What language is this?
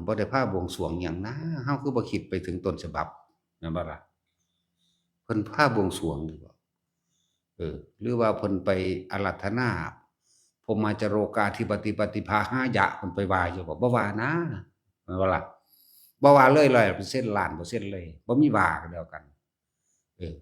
Northeastern Thai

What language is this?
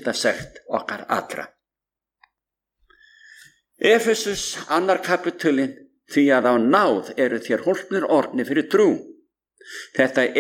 Icelandic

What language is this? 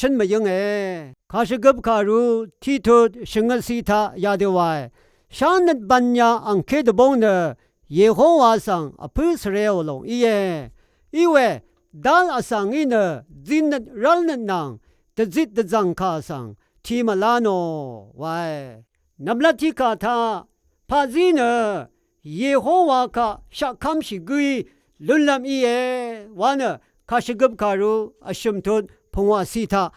Rawang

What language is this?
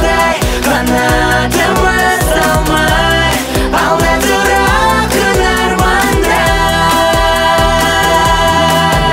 Kazakh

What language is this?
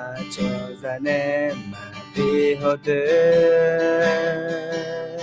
Akha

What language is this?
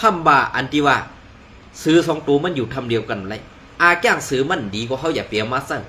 Shan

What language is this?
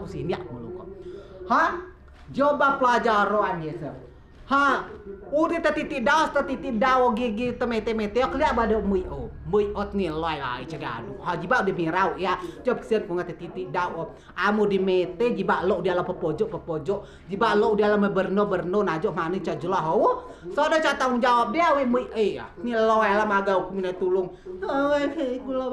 Rejang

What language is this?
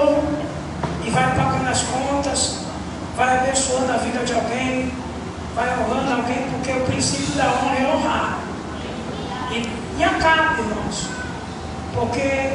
Portuguese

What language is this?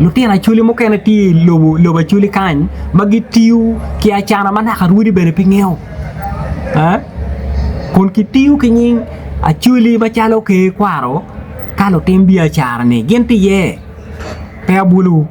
Acoli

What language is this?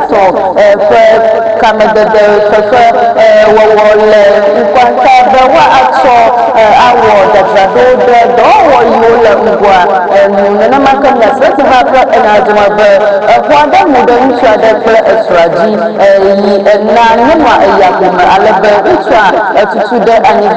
Ewe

